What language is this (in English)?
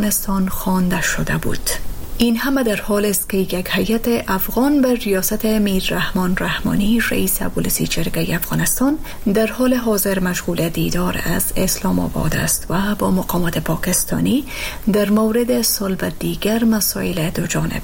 Persian